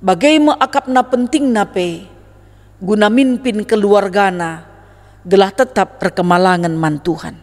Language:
Batak Karo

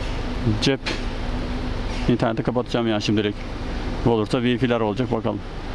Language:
Turkish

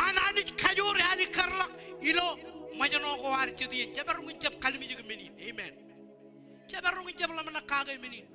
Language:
Marshallese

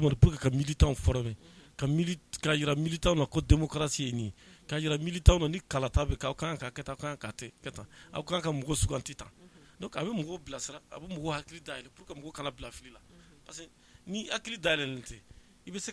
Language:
Bambara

